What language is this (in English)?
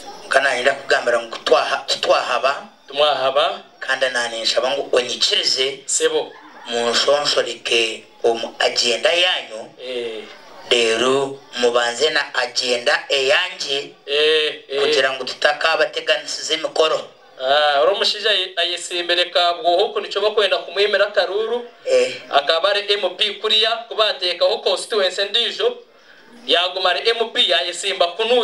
Nyankole